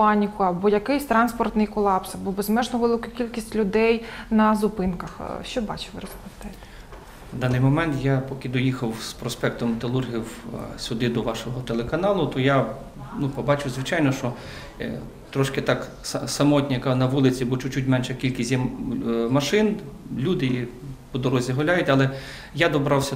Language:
Ukrainian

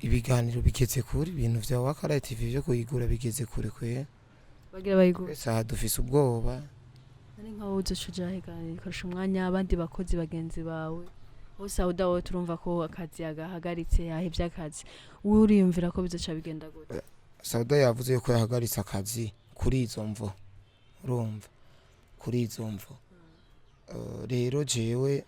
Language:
Rundi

